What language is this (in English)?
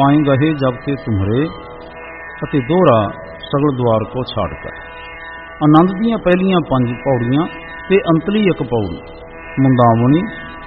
Punjabi